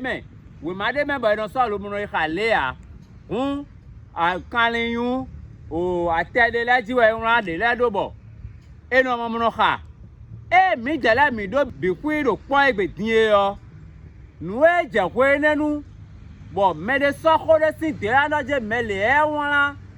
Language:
Fon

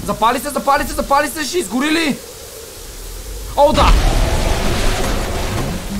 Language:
Bulgarian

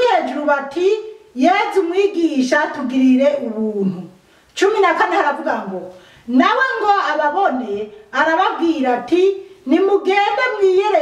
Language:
Rundi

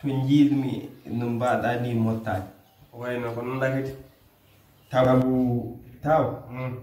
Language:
Fula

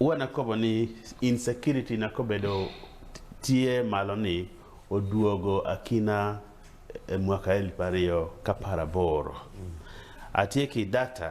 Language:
Acoli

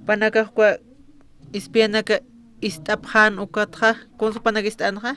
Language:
Aymara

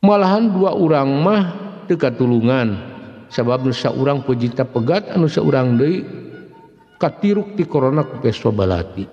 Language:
Sundanese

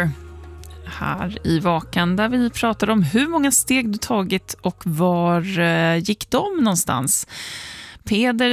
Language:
Swedish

